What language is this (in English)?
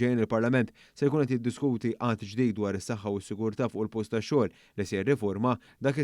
Maltese